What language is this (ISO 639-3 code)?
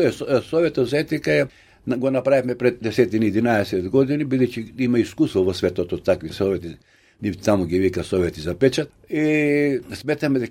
mkd